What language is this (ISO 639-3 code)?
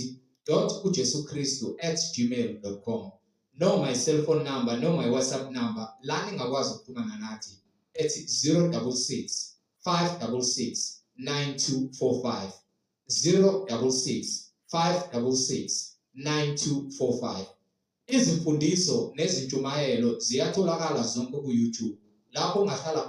zul